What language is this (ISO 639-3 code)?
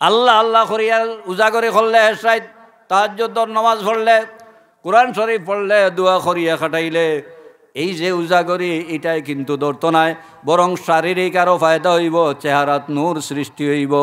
syl